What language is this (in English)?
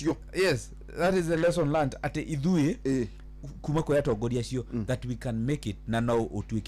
Kikuyu